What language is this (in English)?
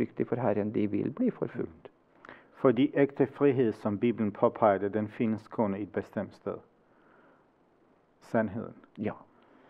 Danish